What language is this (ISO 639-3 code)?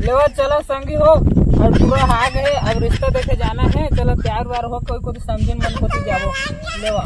hne